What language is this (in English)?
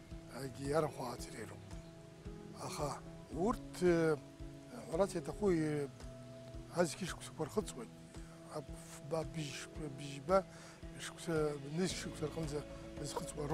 Abkhazian